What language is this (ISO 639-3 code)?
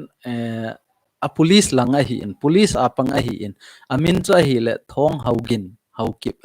tcz